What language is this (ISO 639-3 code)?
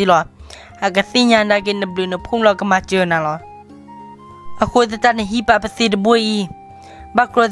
ksw